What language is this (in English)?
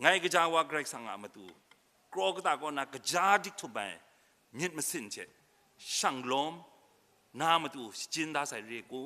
Kachin